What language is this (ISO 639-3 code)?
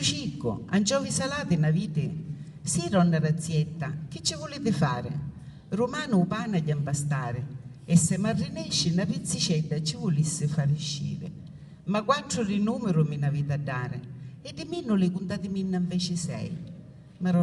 scn